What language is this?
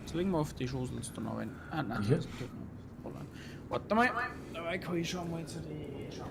Bavarian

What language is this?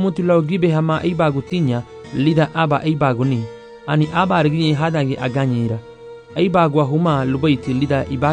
Garifuna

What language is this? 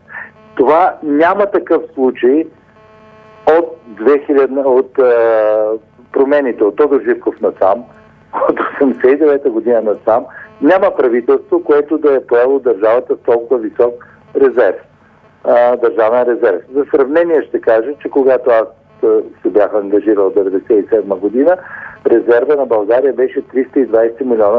Bulgarian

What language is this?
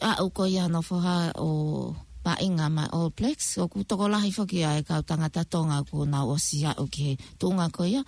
Tongan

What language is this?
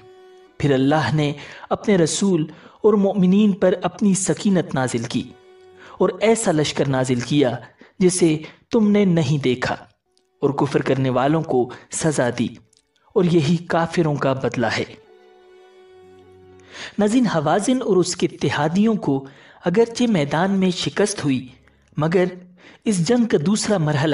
Urdu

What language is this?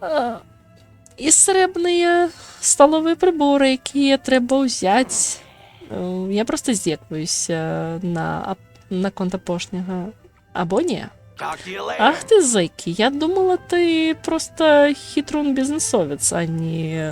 Belarusian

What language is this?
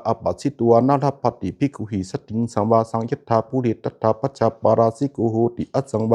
Pali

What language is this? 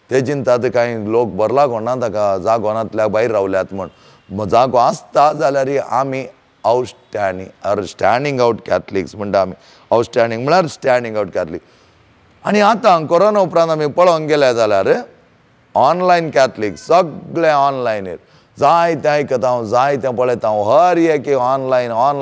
Konkani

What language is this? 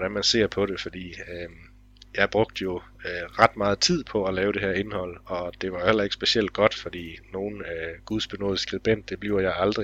Danish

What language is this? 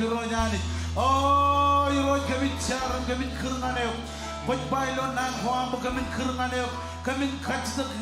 Marshallese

